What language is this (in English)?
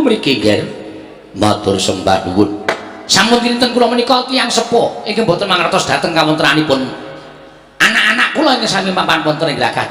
Javanese